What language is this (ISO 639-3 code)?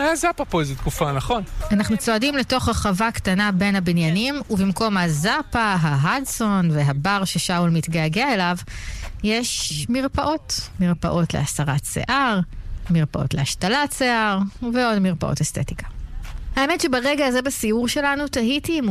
heb